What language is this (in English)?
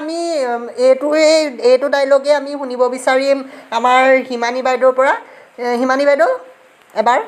Assamese